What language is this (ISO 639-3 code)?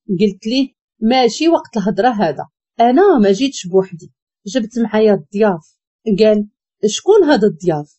ary